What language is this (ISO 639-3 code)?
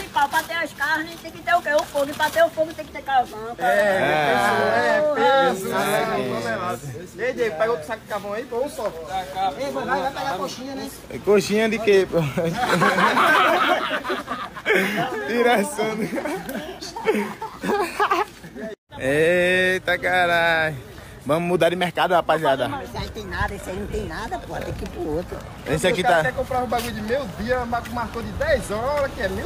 por